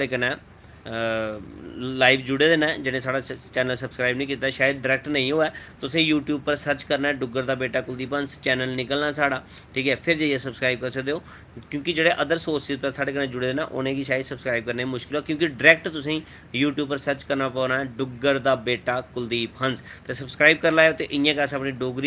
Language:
Dogri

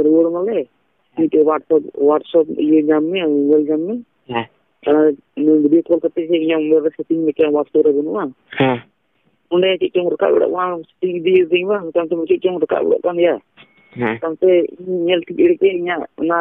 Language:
Santali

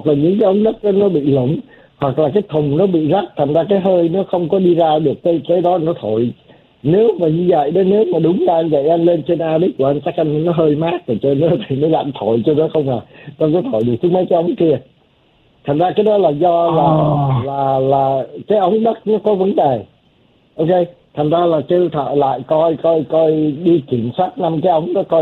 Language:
Vietnamese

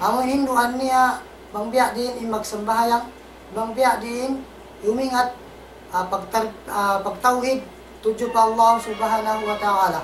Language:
Tausug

